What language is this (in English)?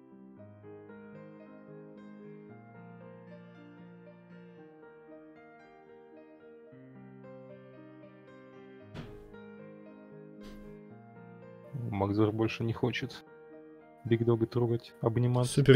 Russian